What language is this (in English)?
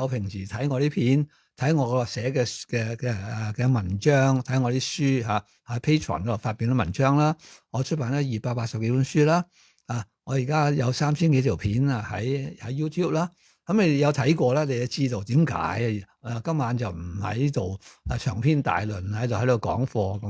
Cantonese